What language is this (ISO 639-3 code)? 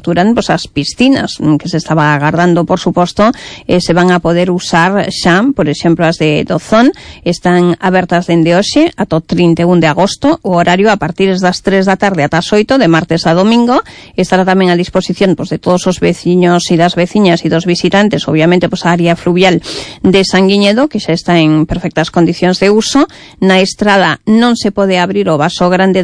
glg